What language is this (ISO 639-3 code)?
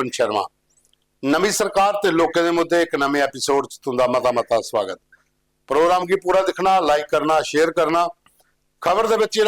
doi